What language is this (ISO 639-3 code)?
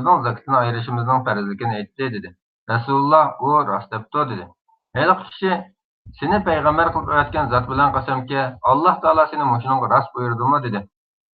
uig